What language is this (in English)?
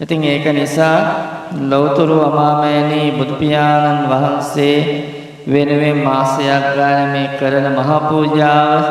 Sinhala